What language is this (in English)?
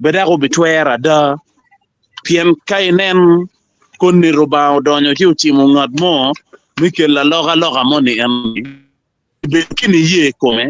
Acoli